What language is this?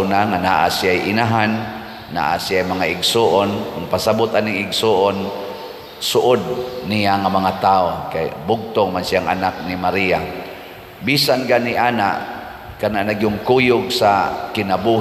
Cebuano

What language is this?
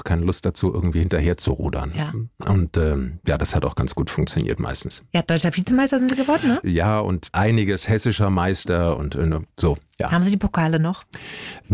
German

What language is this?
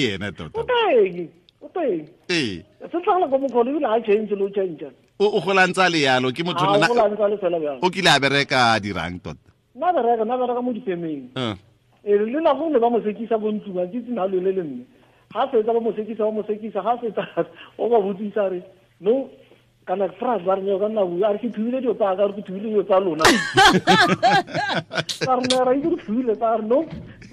Tswana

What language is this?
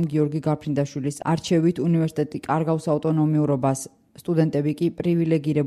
Georgian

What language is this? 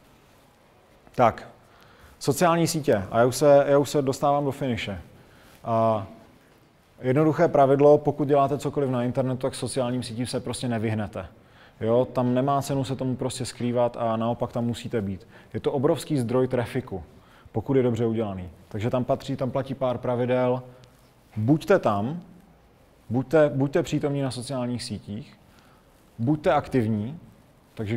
Czech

